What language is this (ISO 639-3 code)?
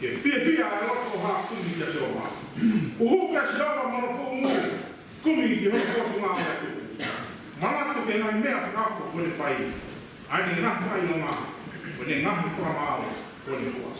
ton